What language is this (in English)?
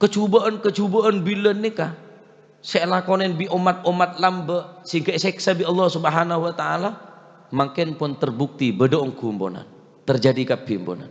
Madurese